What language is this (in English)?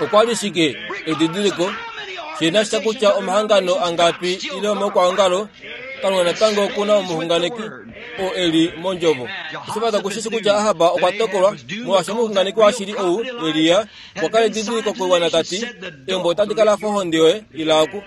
Kuanyama